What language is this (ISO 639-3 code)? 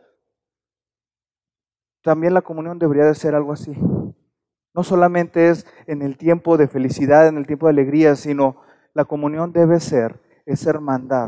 spa